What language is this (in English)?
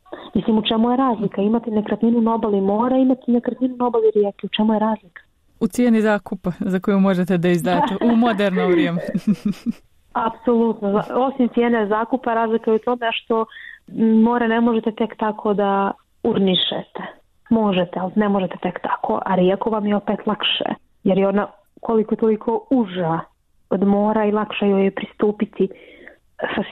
Bosnian